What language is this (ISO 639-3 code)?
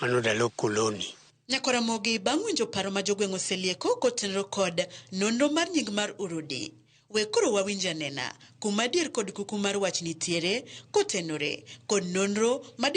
luo